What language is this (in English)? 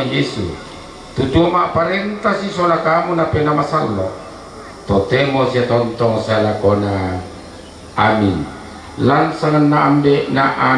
Toraja-Sa'dan